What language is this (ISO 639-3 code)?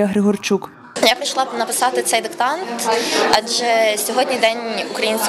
ukr